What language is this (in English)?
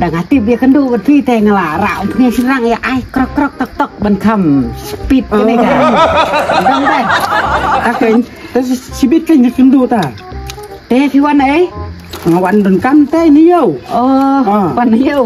Khasi